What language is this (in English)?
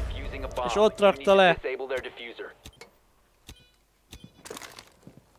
Hungarian